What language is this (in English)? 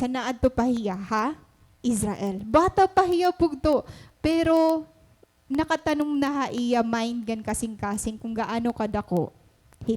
Waray